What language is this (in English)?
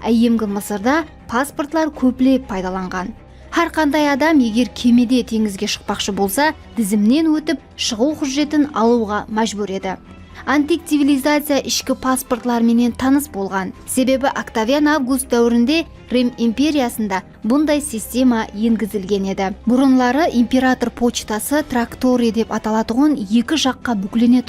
Kara-Kalpak